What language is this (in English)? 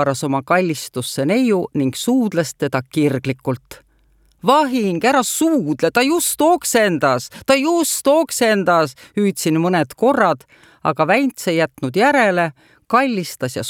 Estonian